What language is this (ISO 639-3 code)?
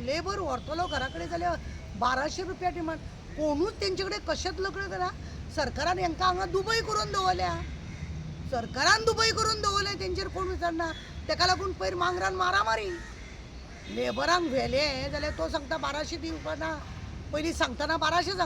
kok